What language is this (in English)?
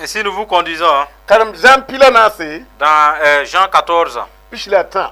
Mossi